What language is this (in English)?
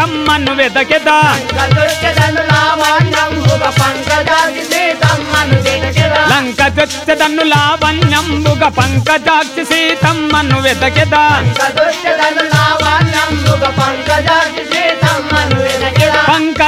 Telugu